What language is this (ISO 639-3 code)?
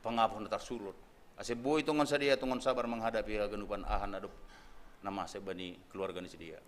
bts